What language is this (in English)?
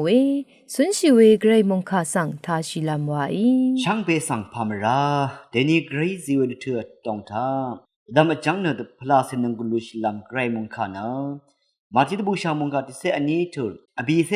Rawang